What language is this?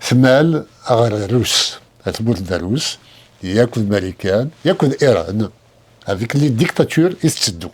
Kabyle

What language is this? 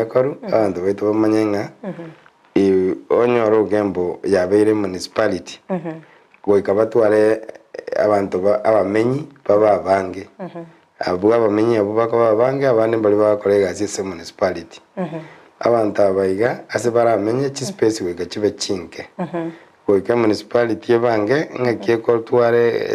Gusii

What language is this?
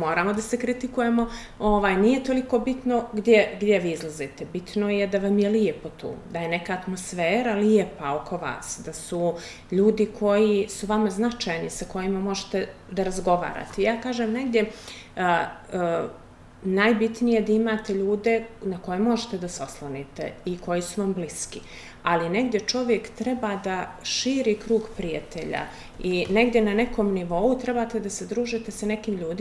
Bosnian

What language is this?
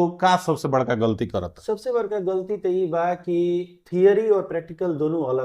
Bhojpuri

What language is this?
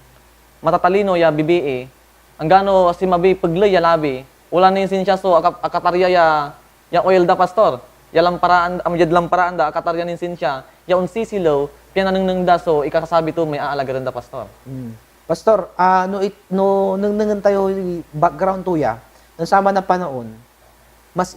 Pangasinan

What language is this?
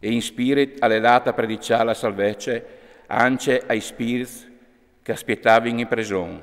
Friulian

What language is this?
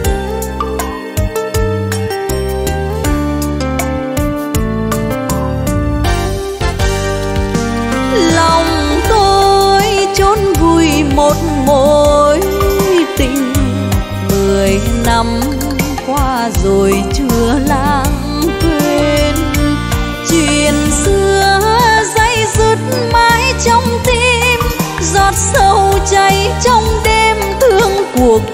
Vietnamese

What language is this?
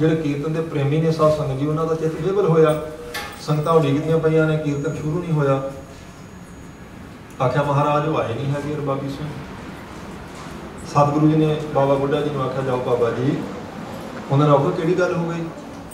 Punjabi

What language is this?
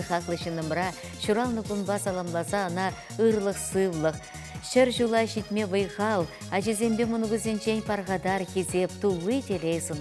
Chuvash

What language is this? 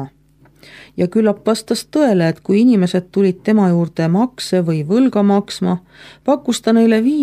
Estonian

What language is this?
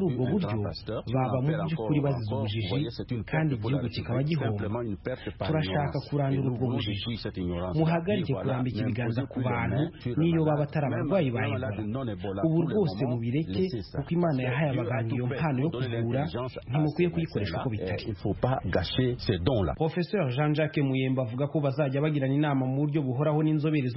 Kinyarwanda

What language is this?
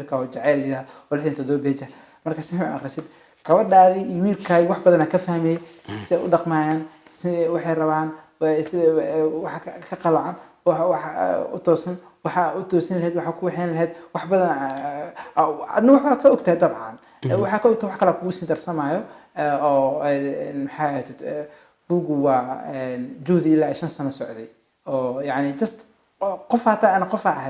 Somali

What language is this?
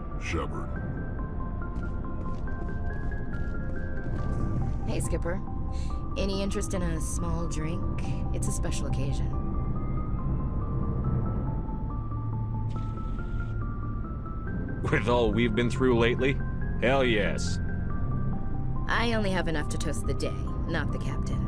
English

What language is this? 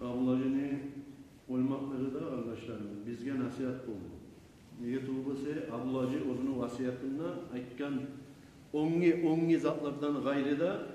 Kumyk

